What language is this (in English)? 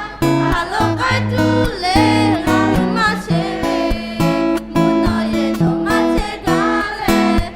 Lahu